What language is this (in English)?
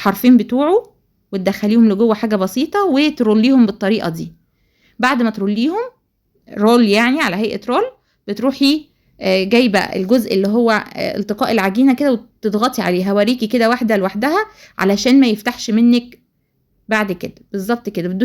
Egyptian Arabic